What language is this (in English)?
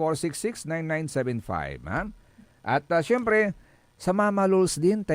Pangasinan